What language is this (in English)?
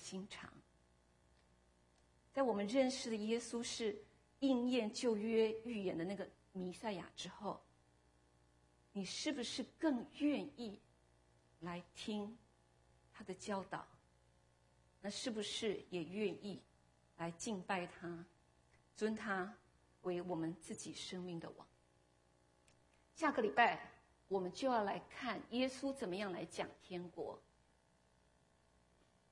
Chinese